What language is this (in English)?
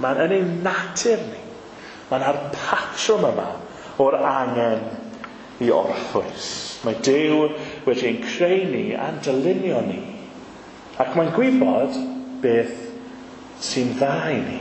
Welsh